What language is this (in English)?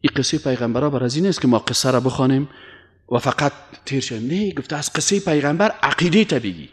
Persian